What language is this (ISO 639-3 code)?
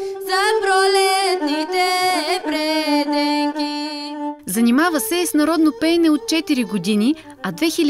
bul